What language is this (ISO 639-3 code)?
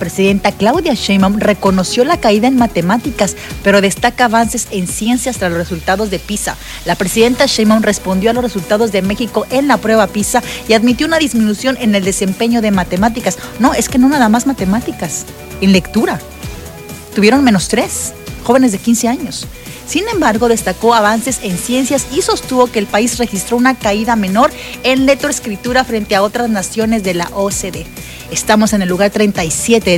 spa